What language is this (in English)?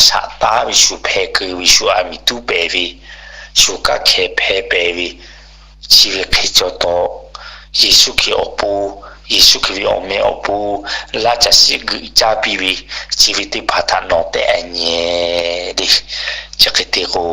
Lahu